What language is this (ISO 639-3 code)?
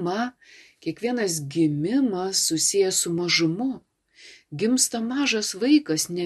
lit